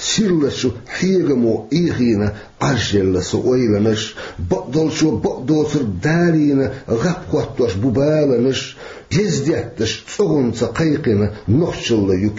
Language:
Chechen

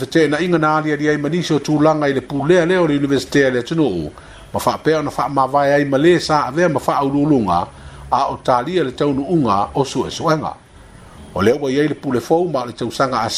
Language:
Samoan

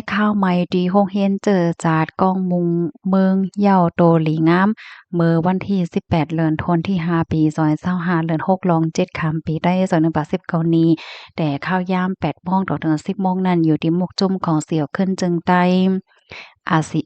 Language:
Shan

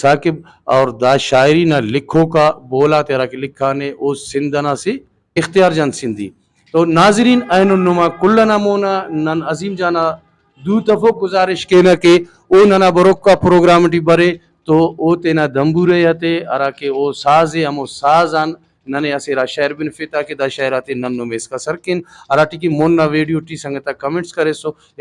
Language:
Brahui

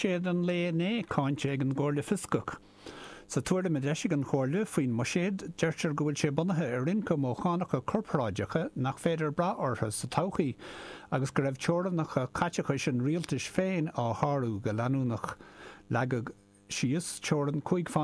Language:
Irish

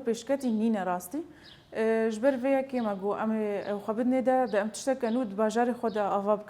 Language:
Kurdish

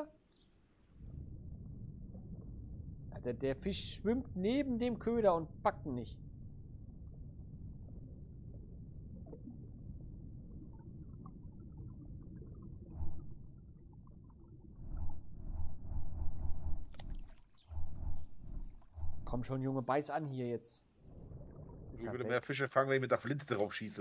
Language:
German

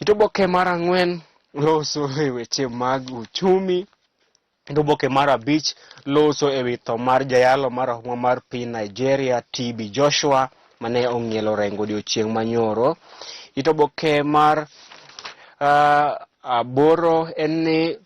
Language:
Luo (Kenya and Tanzania)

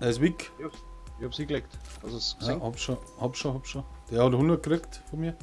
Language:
Bavarian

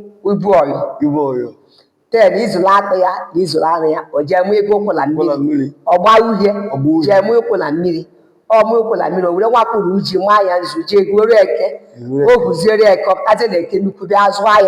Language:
Igbo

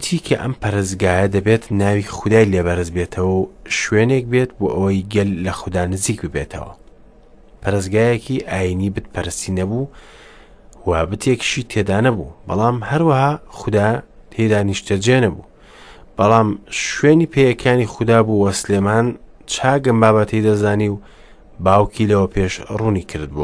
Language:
Central Kurdish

